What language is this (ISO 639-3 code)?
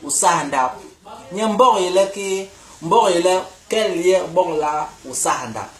bas